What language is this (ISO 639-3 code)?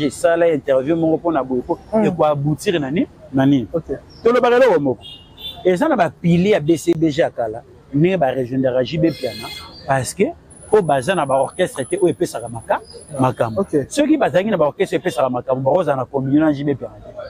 lin